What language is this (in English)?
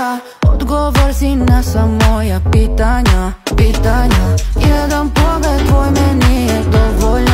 Serbian